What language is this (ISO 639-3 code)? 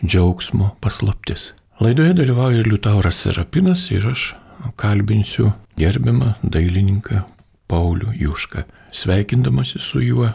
lit